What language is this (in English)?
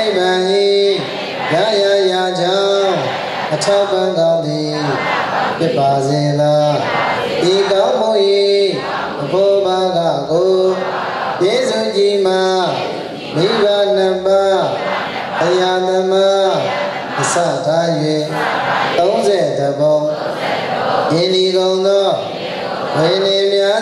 Burmese